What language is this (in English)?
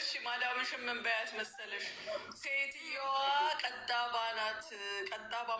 Amharic